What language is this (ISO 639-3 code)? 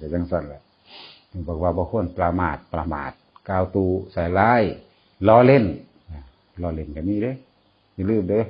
tts